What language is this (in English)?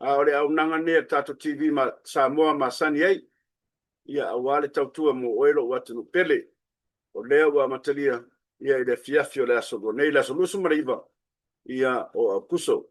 Samoan